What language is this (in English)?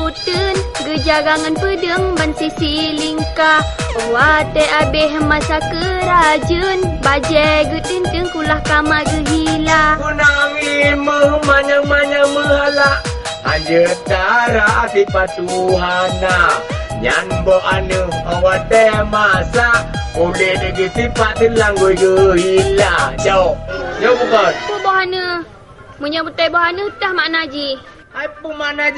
Achinese